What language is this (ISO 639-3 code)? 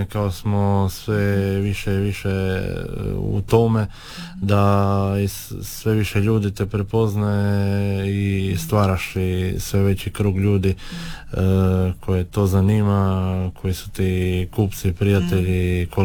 hrv